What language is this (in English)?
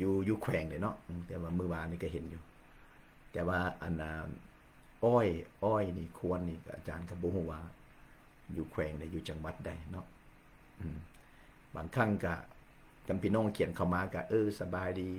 Lao